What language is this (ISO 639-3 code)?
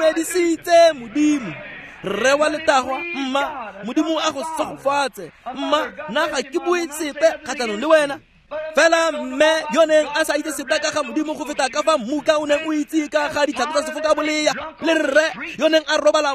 tsn